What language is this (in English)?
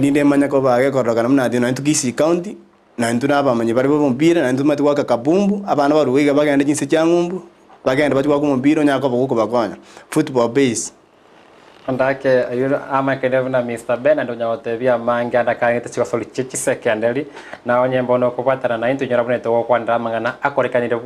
Gusii